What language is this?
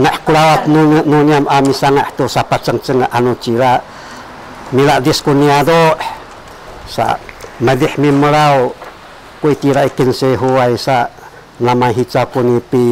Sakizaya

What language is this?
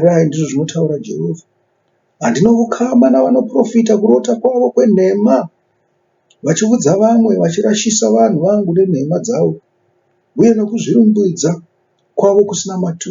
Shona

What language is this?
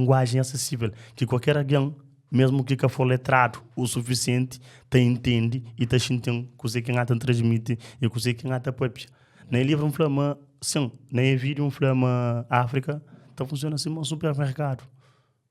Kabuverdianu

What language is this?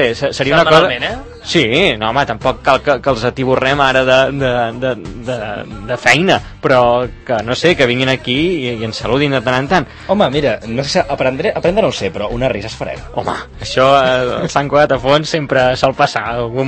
Catalan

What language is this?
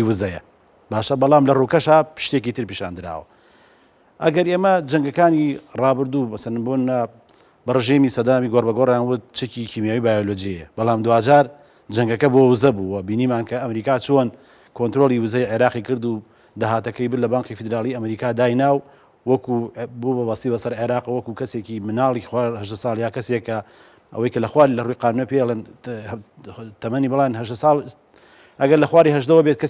Central Kurdish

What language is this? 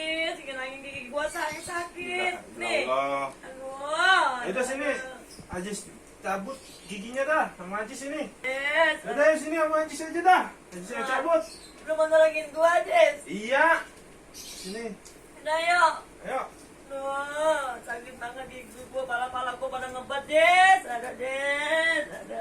Betawi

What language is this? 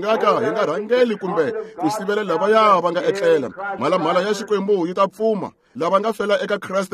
Tsonga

